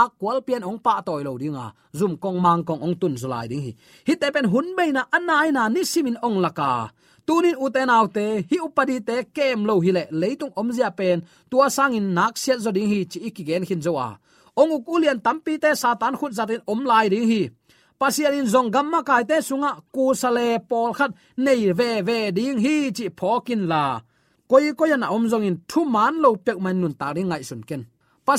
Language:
Tedim Chin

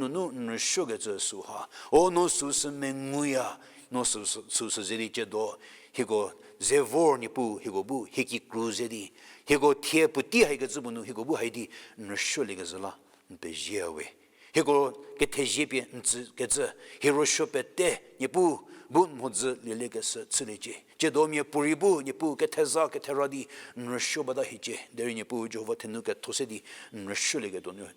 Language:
Angami Naga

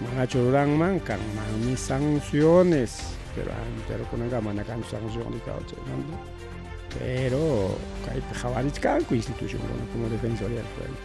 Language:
Ayacucho Quechua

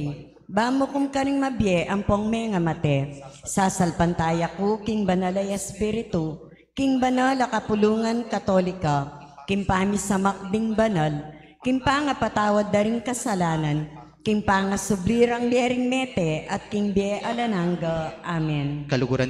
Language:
Pampanga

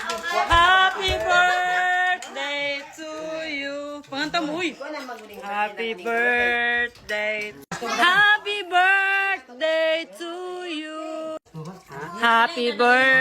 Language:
Cebuano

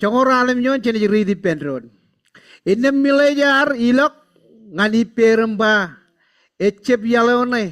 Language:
Marshallese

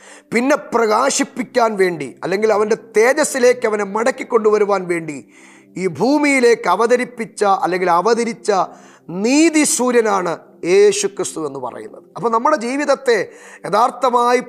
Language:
Malayalam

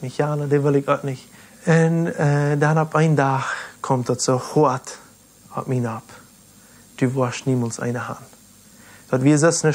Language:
Plautdietsch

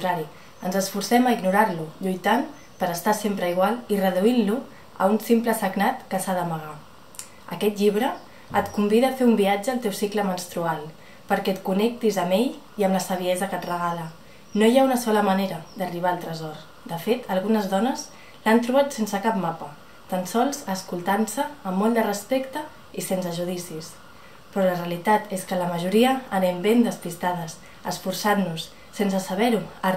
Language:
Catalan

